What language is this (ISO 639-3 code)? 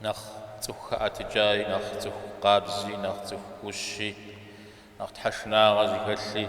kbd